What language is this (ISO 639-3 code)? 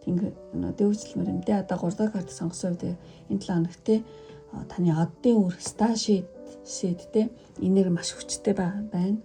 mon